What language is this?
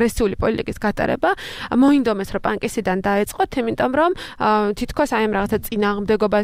Georgian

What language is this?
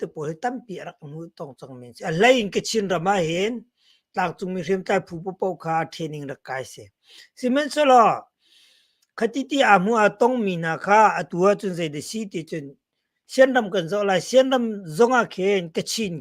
Hakha Chin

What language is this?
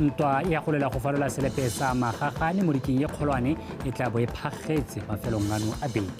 Tswana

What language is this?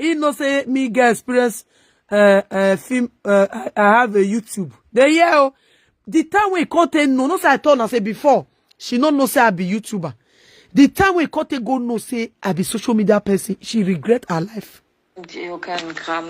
Nigerian Pidgin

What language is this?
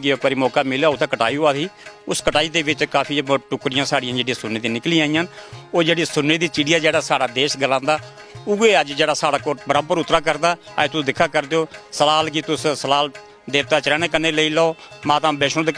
Dogri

